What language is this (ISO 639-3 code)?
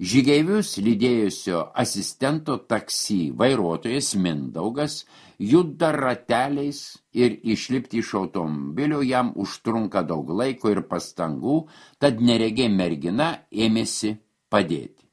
lit